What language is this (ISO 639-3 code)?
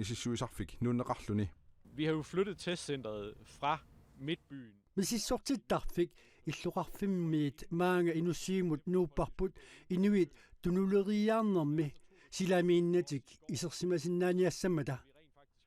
kal